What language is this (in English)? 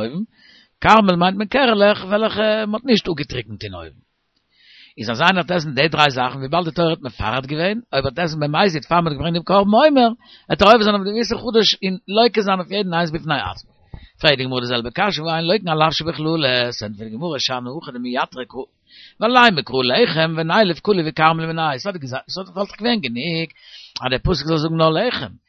Yiddish